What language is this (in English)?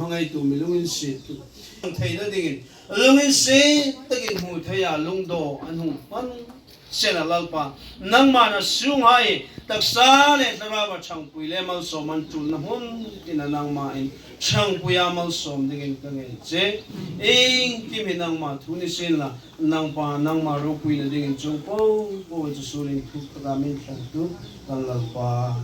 Hmar